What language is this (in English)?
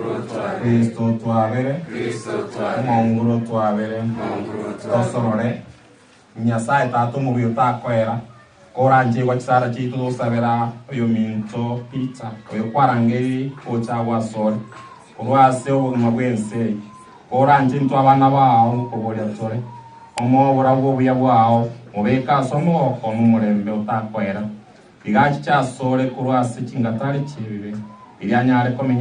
Gusii